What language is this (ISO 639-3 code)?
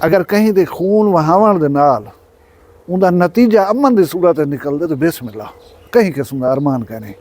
skr